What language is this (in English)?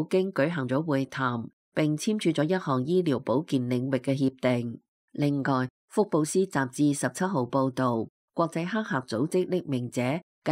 Cantonese